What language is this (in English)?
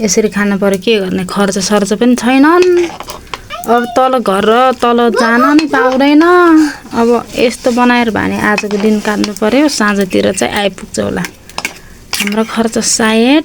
Nepali